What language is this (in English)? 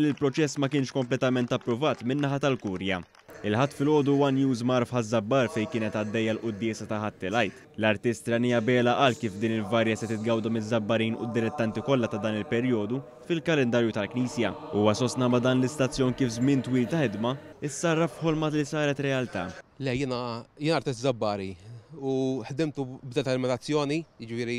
Maltese